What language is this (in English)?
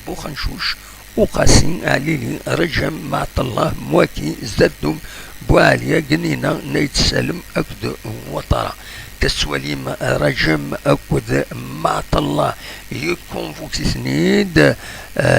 Kabyle